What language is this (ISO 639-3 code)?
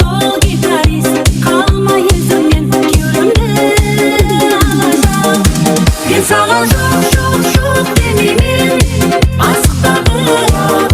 kaa